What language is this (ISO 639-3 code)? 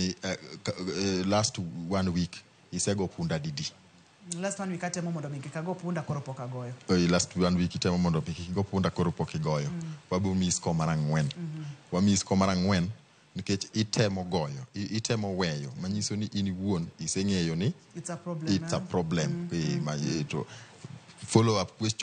luo